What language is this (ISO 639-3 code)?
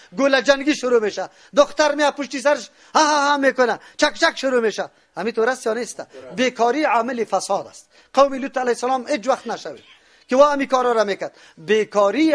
fas